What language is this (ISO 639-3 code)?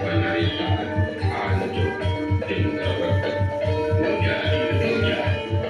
sun